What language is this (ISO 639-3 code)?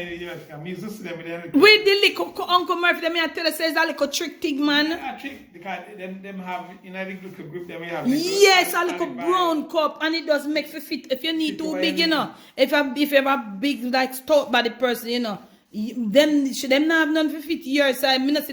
jam